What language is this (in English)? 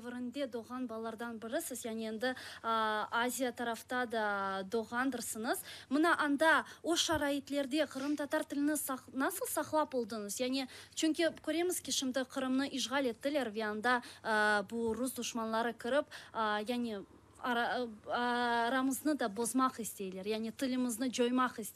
Crimean Tatar